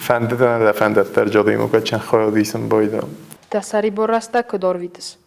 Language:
Ossetic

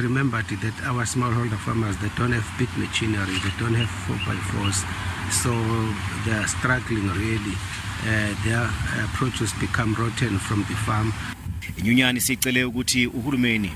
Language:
Zulu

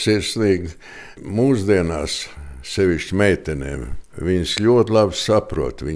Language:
Latvian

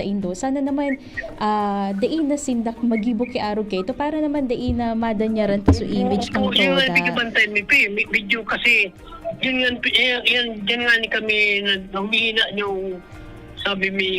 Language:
Bikol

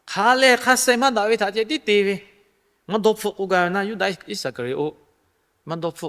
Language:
Lahu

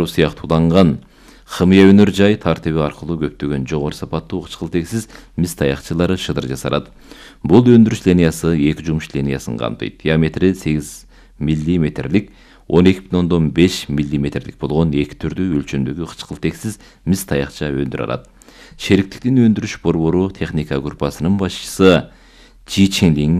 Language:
Kyrgyz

